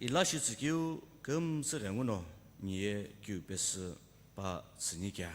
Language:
Sumi Naga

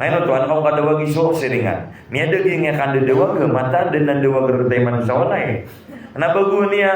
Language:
Maranao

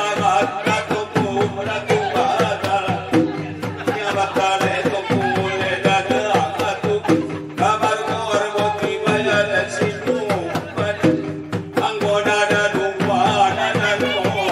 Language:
Batak Angkola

